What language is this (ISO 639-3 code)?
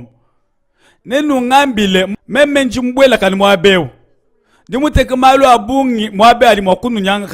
lua